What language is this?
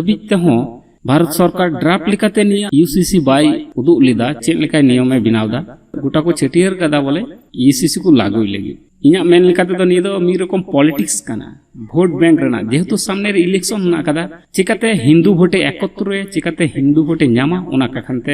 Santali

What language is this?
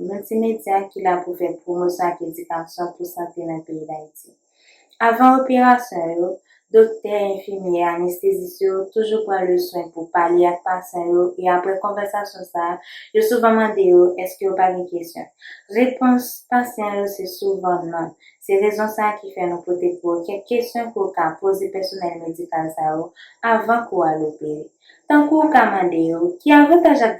Haitian Creole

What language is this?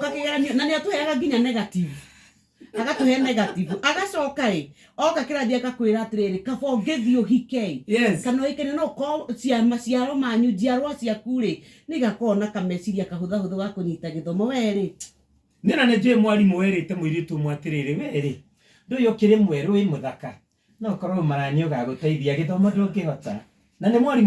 Kikuyu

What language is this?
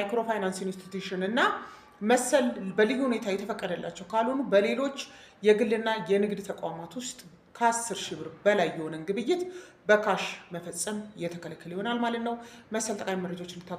Amharic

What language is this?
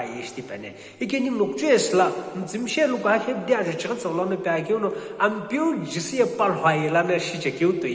Sumi Naga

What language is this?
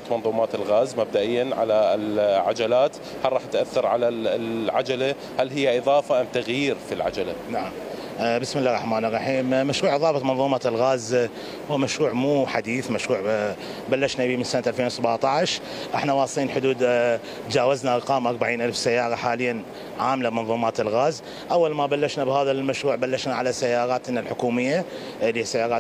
Mesopotamian Arabic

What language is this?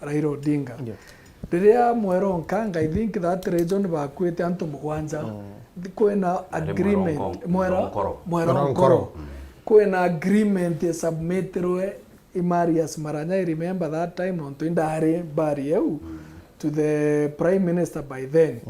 Meru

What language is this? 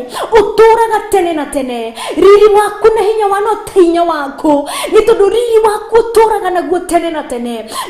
Kikuyu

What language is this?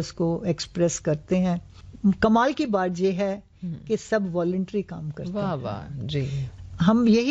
Hindi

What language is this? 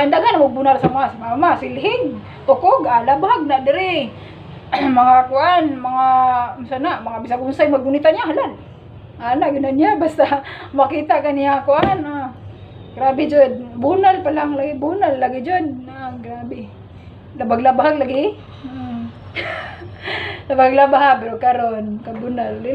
Cebuano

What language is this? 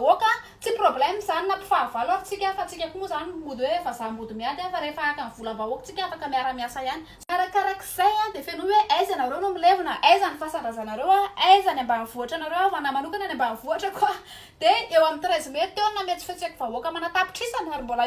Malagasy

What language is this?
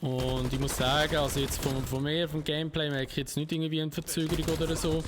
Swiss German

